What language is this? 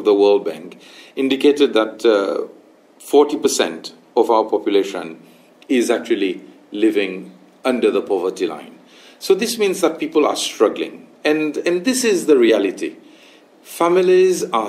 Seselwa Creole French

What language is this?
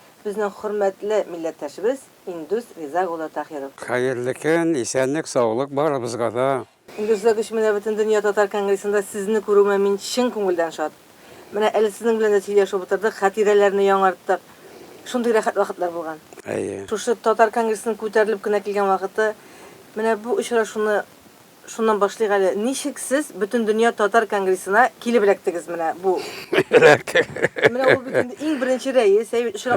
Tatar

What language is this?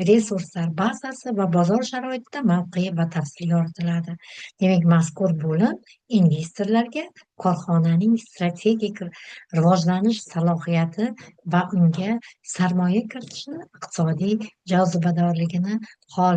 Uzbek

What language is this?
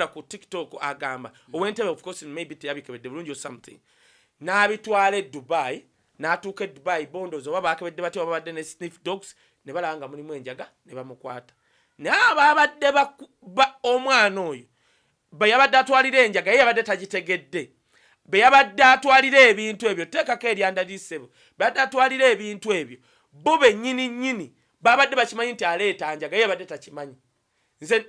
Ganda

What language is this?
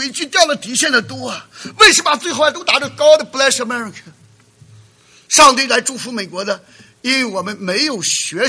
Chinese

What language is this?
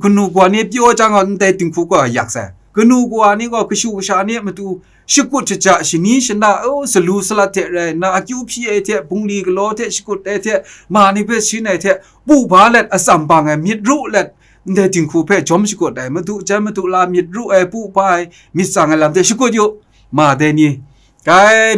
Kachin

